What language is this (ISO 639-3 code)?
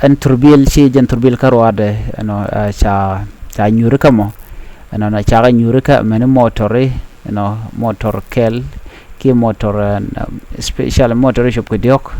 nus